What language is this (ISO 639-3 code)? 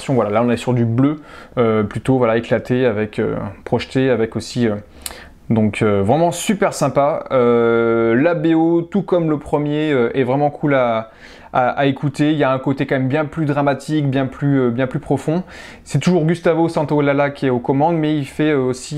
fra